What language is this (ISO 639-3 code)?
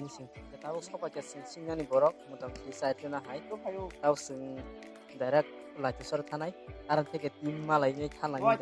trp